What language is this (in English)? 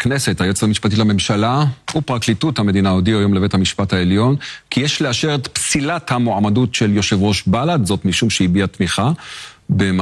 Hebrew